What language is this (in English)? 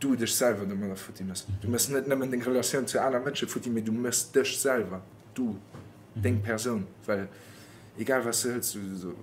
Luxembourgish